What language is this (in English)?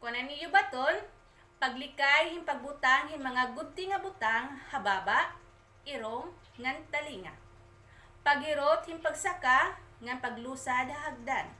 Waray